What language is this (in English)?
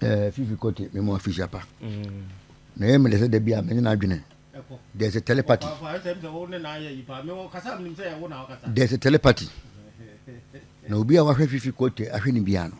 Akan